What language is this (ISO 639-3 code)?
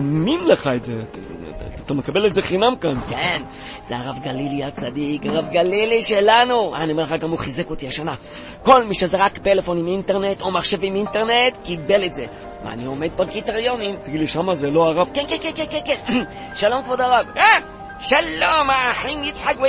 heb